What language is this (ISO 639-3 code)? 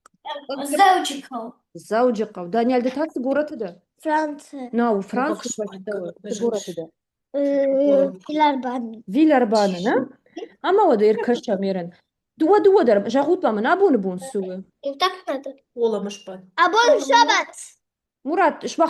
oss